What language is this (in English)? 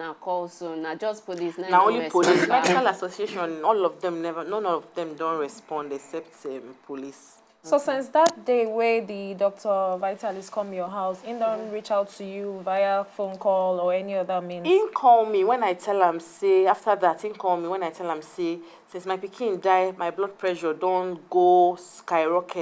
Nigerian Pidgin